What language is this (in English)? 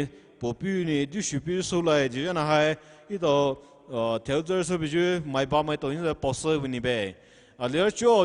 Poumei Naga